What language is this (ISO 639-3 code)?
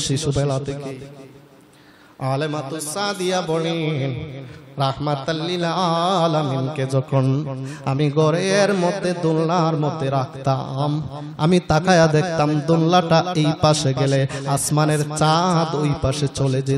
ben